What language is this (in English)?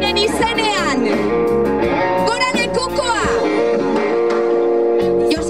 Basque